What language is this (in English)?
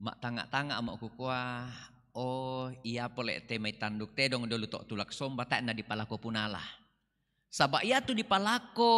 Toraja-Sa'dan